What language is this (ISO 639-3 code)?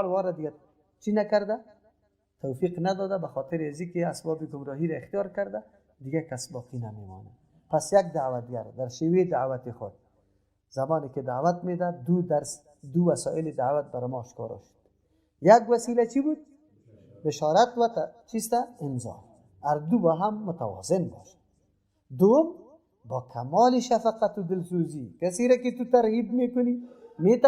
fas